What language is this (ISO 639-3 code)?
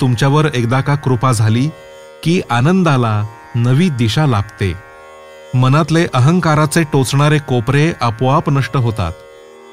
mar